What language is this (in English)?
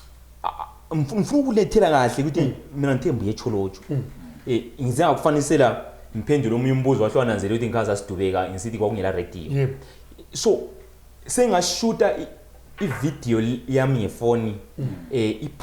Zulu